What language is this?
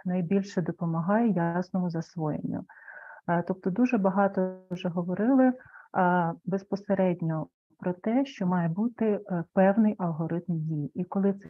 Ukrainian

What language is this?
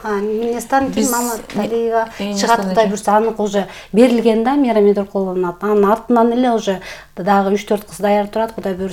Kyrgyz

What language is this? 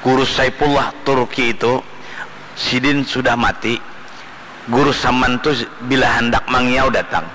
Banjar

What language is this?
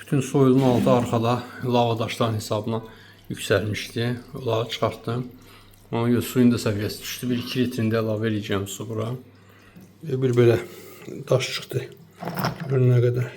Azerbaijani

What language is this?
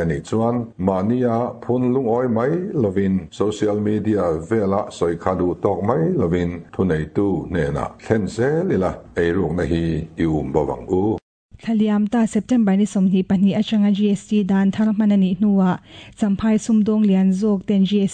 Mizo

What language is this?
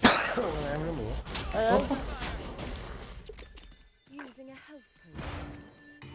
Portuguese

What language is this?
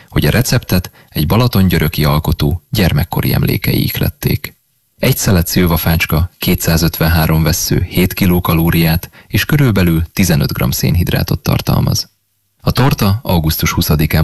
Hungarian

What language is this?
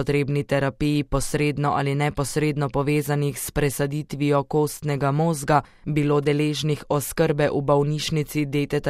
Slovenian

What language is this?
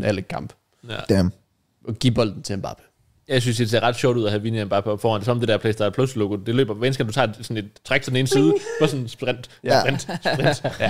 Danish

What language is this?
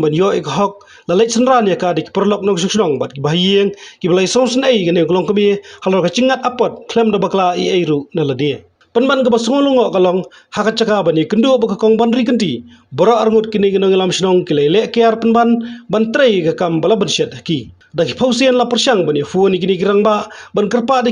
Khasi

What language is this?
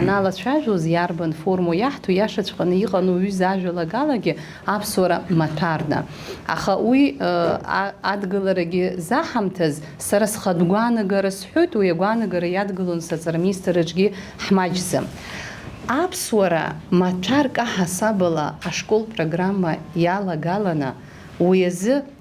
Abkhazian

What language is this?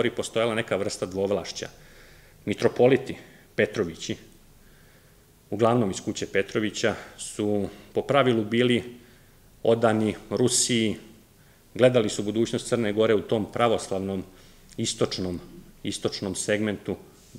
Serbian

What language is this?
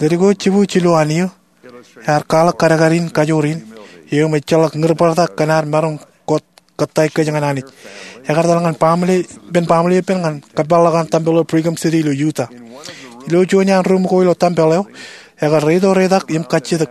Marshallese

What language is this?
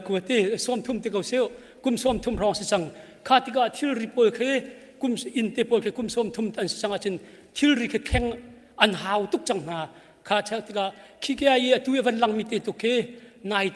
Hakha Chin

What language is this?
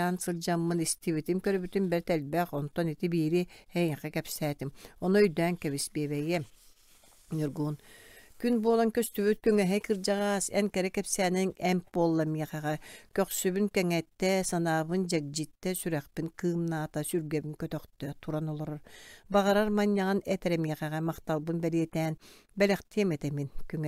Yakut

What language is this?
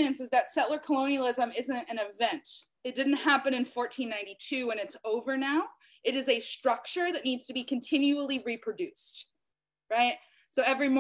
English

